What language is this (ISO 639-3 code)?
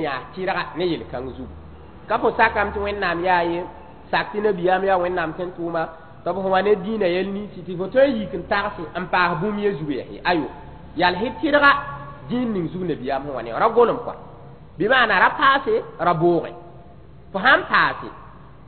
mos